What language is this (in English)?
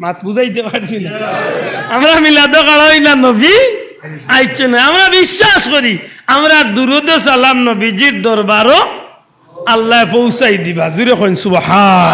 Sylheti